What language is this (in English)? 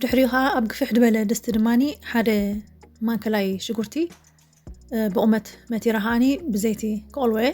Tigrinya